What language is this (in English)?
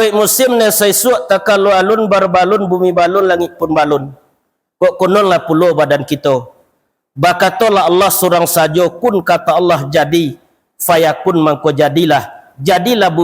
Minangkabau